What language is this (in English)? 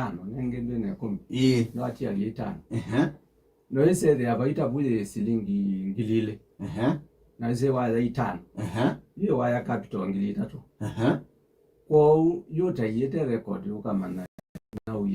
Kamba